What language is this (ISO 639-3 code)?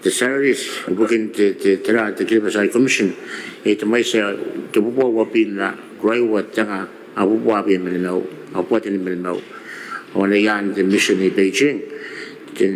gil